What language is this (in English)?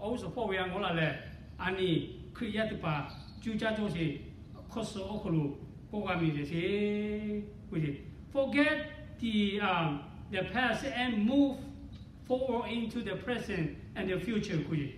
Lahu